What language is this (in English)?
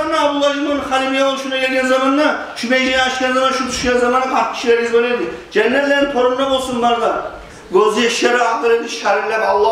Kumyk